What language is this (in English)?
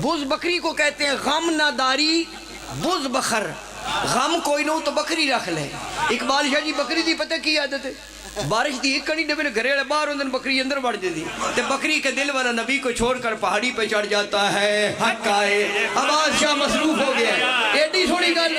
Pahari-Potwari